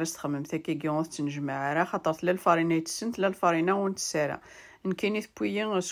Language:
Kabyle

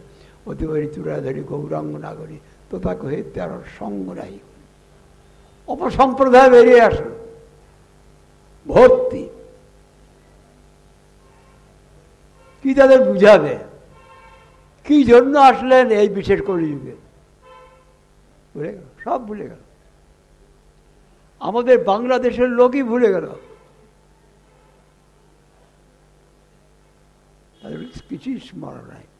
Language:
Bangla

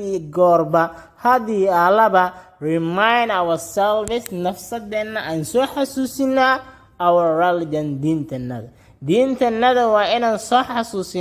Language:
Somali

